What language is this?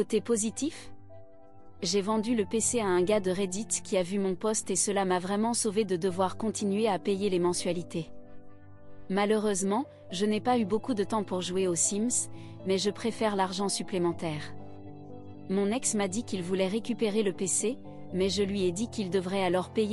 French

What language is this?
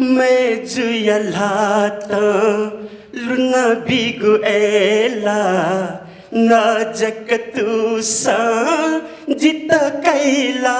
Newari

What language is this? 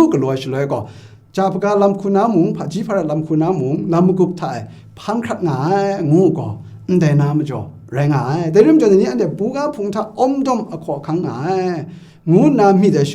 Kachin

